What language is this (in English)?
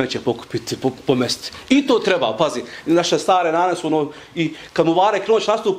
Bosnian